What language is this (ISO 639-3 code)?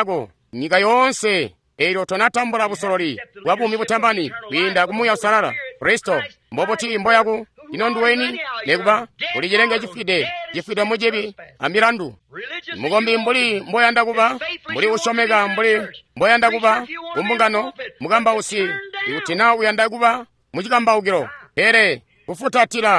toi